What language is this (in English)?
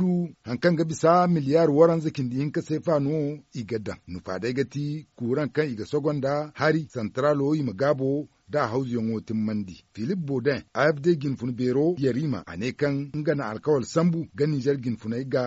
Zarma